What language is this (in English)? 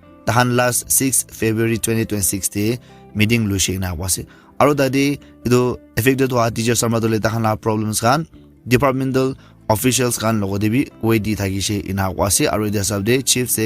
Naga Pidgin